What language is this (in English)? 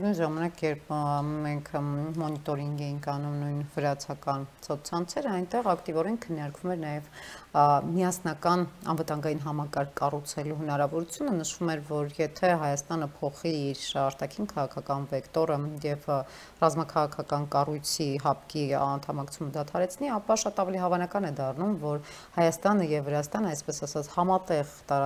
Armenian